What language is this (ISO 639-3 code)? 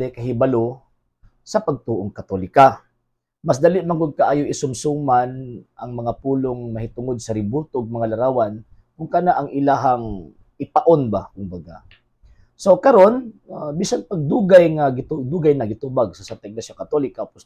ceb